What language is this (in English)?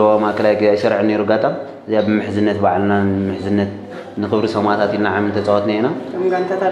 Tigrinya